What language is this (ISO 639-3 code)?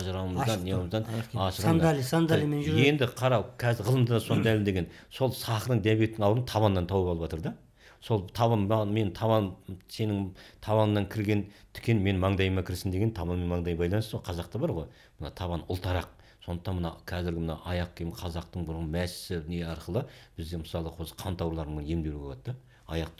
kaz